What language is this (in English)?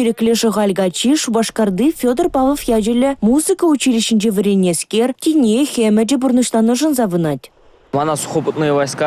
Chuvash